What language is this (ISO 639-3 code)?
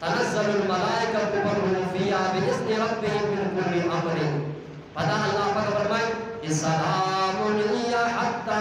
bgp